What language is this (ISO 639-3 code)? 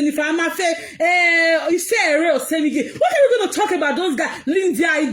pcm